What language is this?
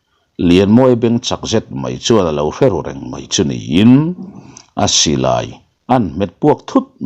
Mizo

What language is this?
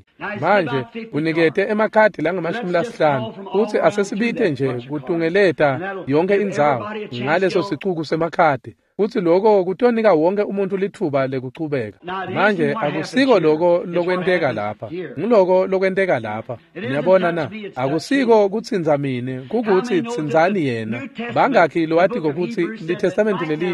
Swati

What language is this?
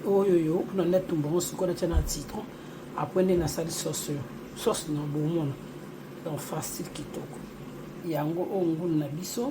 Lingala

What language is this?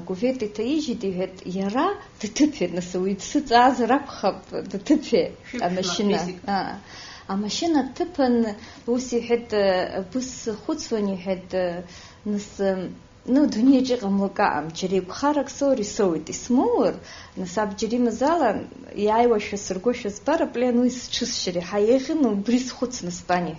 Abkhazian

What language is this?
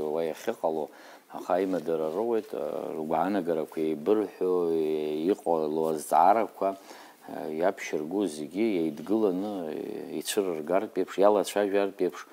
Abkhazian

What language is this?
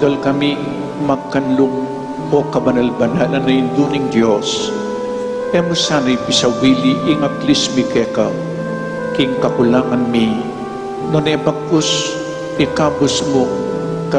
Pampanga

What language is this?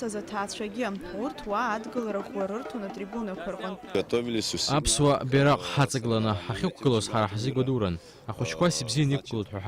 Abkhazian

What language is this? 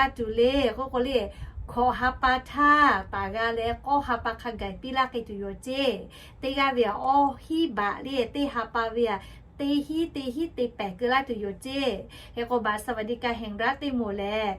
Lahu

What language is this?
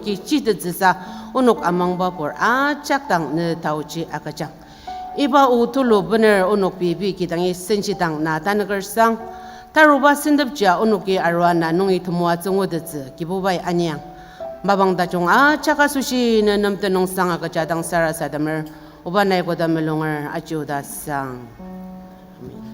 Ao Naga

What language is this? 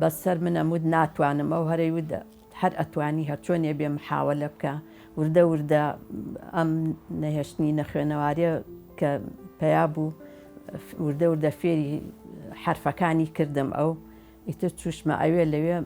Central Kurdish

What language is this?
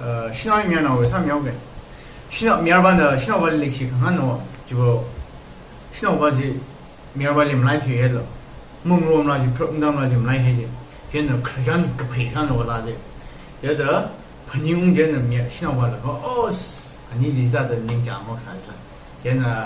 Tangkhul Naga (India)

